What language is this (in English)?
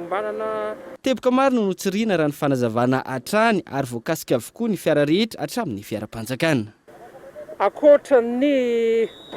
Malagasy